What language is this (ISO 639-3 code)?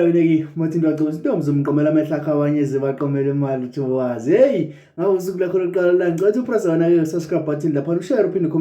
zul